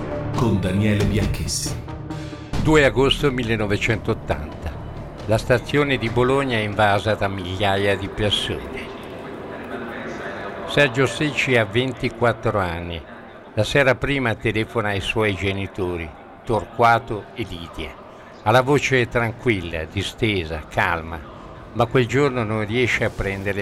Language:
Italian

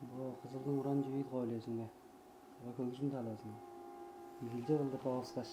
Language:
Tuvinian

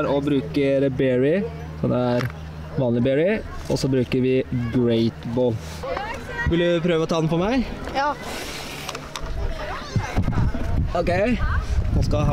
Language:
Norwegian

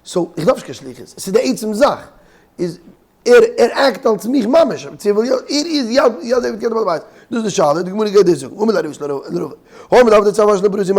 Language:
Yiddish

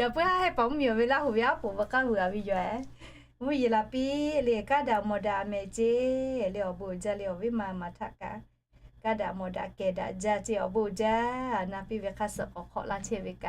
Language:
Lahu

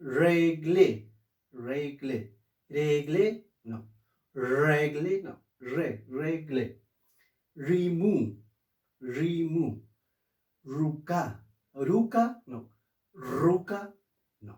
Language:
Mapuche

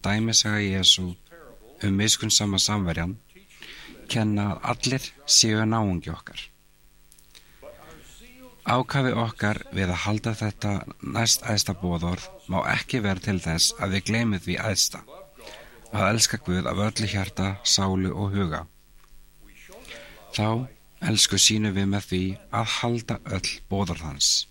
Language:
Icelandic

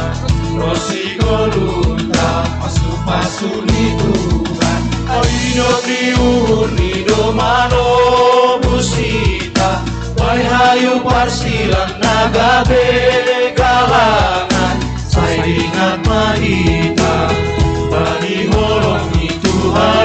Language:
Batak Simalungun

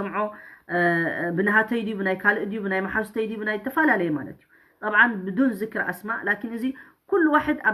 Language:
Tigrinya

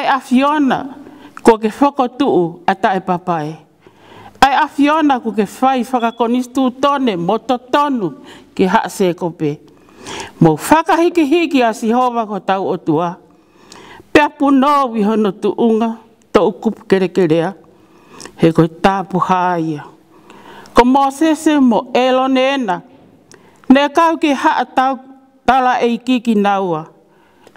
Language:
Tongan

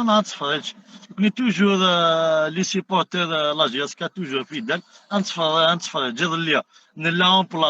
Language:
Kabyle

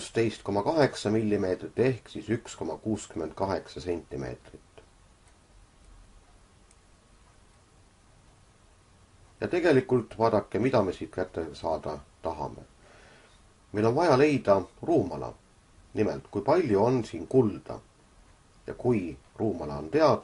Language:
Estonian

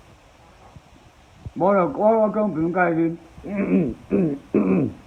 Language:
Min Nan Chinese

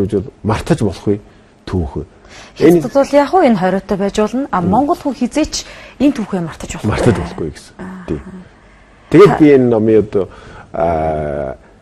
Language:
Mongolian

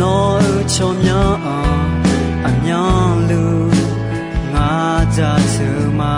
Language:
Akha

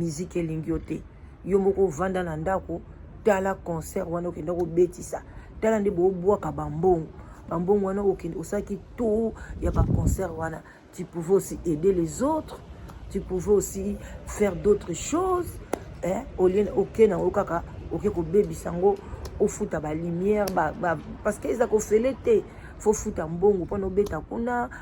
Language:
Lingala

